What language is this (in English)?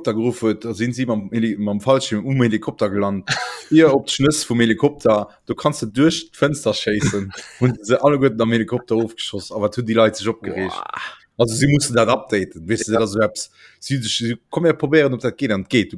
Luxembourgish